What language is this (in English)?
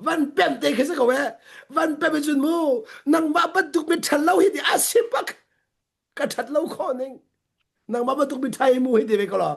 Hakha Chin